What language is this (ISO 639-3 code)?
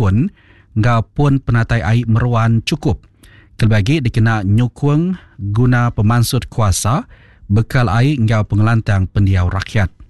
iba